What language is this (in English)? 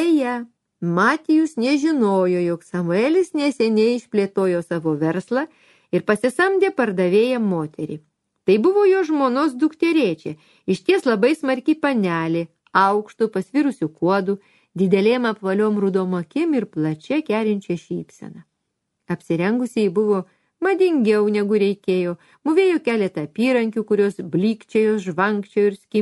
Lithuanian